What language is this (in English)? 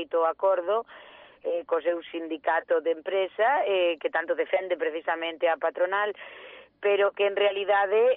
Galician